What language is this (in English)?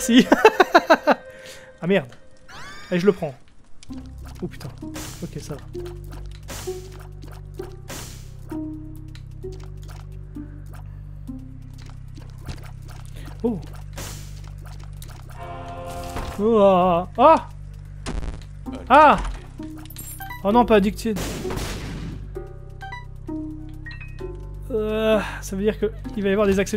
French